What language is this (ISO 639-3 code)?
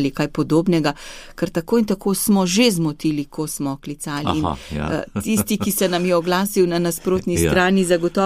slv